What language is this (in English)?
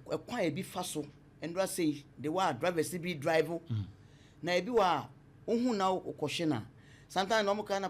Akan